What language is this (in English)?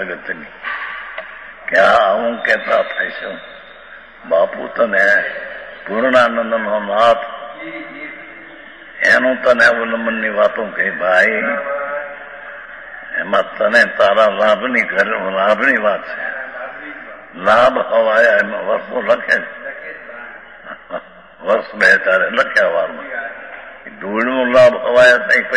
Gujarati